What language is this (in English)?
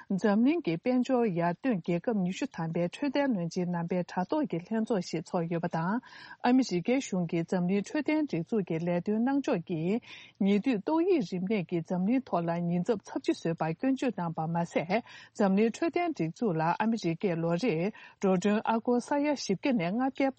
Tibetan